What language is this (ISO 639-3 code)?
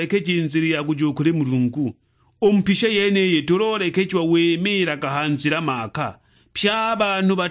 suk